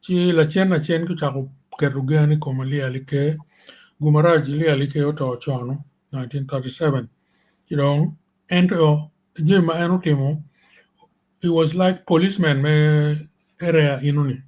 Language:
Acoli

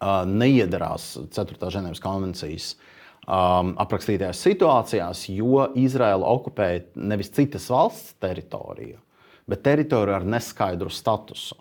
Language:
Latvian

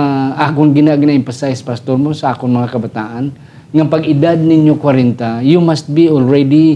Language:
Hiligaynon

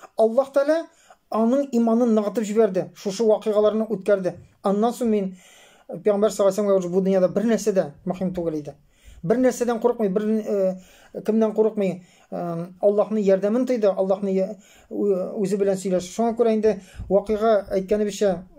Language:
Tatar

